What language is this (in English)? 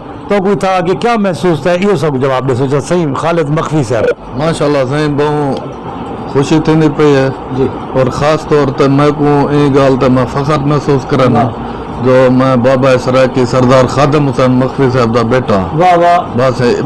Saraiki